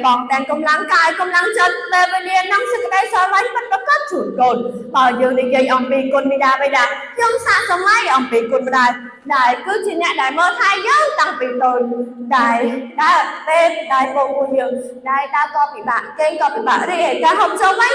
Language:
Khmer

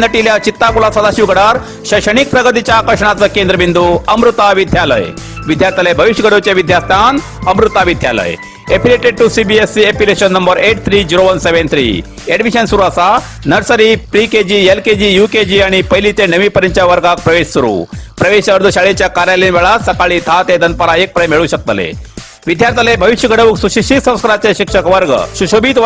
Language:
Konkani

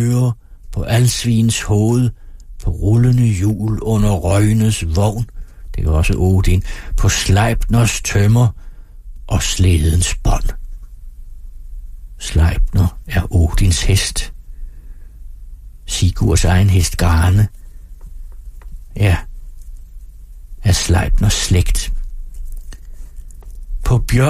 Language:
Danish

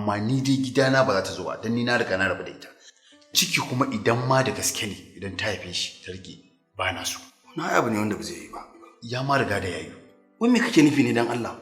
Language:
Hausa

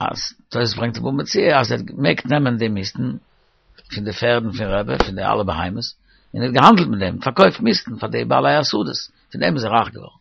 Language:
Yiddish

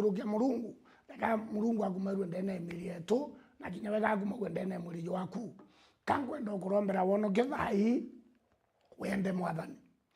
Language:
Meru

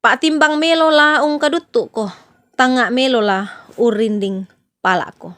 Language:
Toraja-Sa'dan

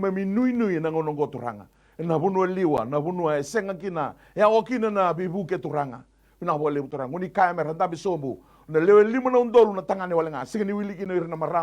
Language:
Fijian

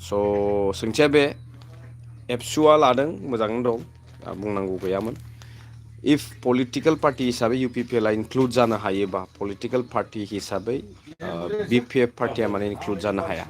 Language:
Bodo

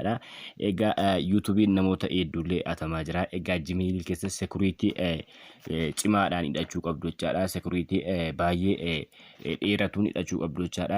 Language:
Oromo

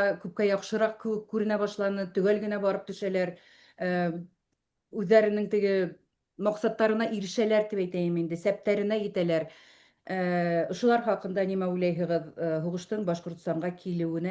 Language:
Bashkir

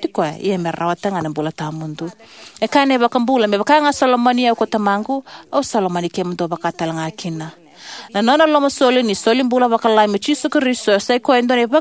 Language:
Fijian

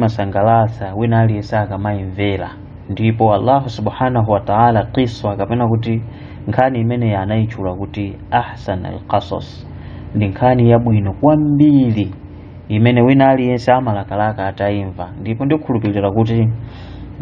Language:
Nyanja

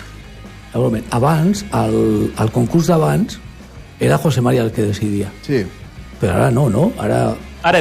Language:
Catalan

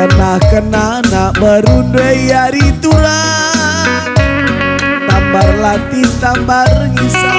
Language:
Batak Karo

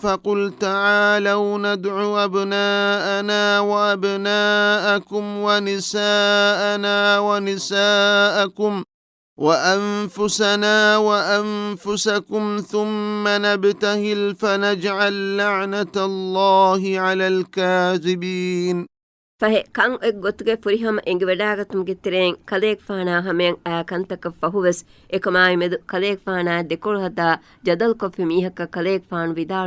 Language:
Divehi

